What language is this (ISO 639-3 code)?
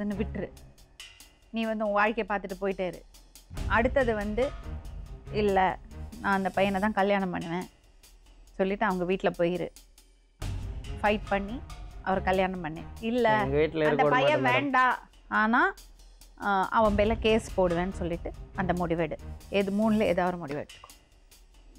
tam